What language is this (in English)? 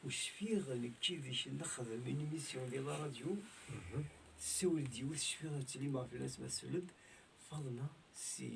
Kabyle